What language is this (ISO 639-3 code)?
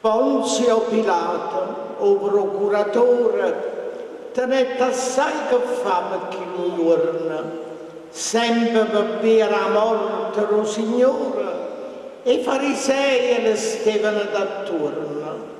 nap